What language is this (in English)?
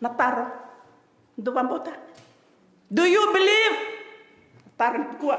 Fijian